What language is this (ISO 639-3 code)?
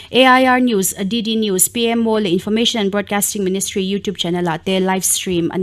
lus